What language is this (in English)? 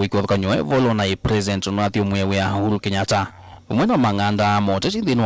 Kamba